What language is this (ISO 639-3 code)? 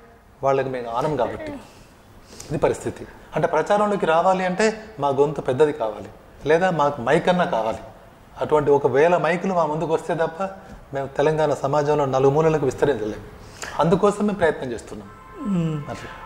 tel